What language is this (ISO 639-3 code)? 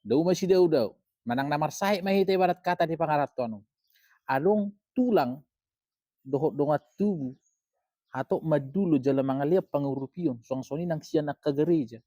bbc